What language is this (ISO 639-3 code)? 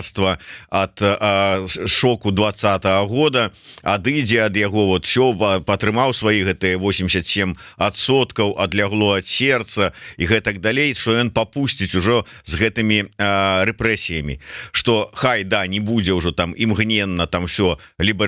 bel